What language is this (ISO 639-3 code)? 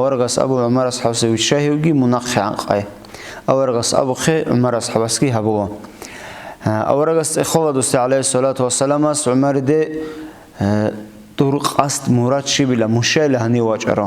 ava